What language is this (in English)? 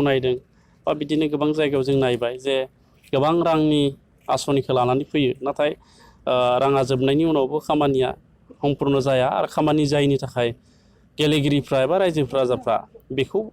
Bodo